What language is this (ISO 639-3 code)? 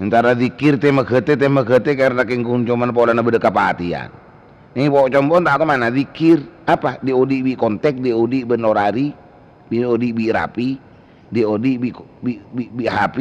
mad